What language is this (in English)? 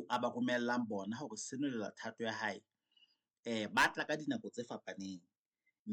Southern Sotho